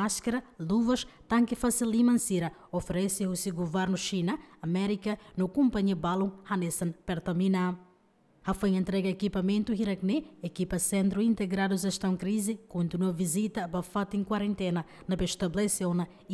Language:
Tetum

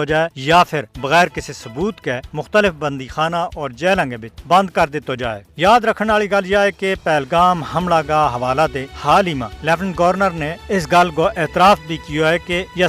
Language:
Gujari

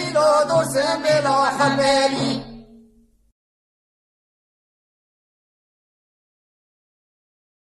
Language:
Persian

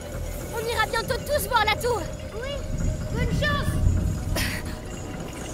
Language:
French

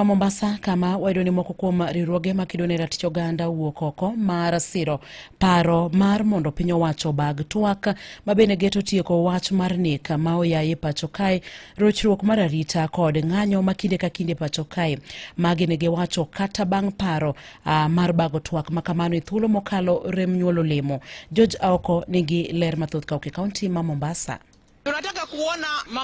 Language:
Luo (Kenya and Tanzania)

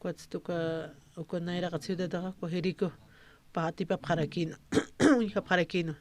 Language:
Aymara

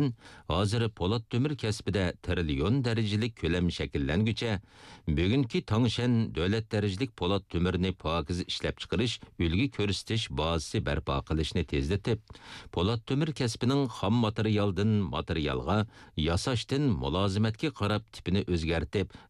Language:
Uyghur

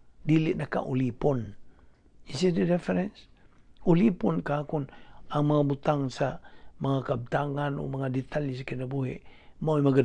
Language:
Cebuano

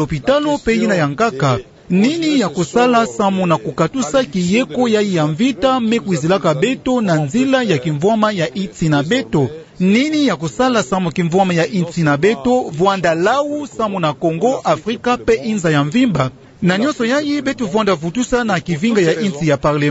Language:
Kituba (Democratic Republic of Congo)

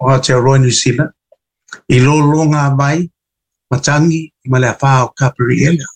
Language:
Samoan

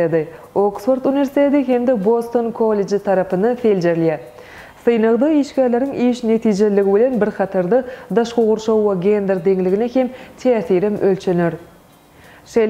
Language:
Turkmen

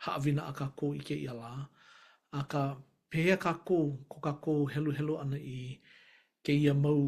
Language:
Hawaiian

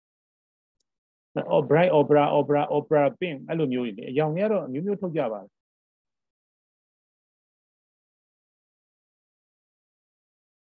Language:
Burmese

